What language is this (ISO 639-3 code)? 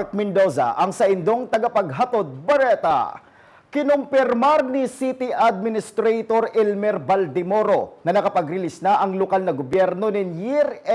bik